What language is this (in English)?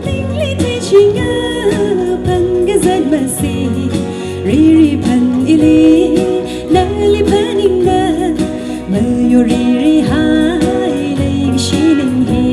Tangkhul Naga (India)